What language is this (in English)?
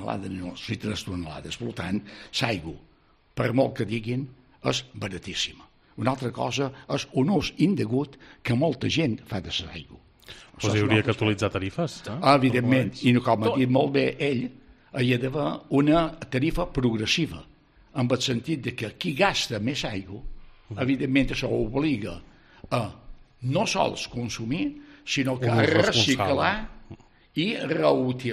Catalan